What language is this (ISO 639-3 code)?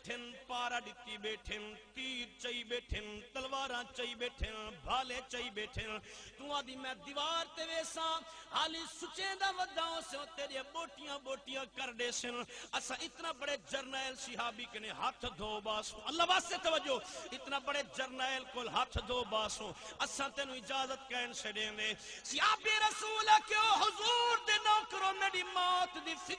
skr